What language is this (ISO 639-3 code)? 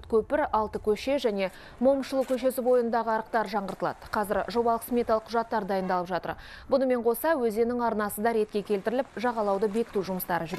kaz